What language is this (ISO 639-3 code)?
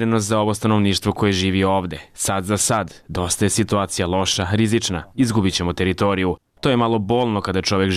bos